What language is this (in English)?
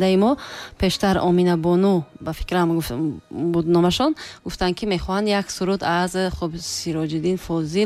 Tajik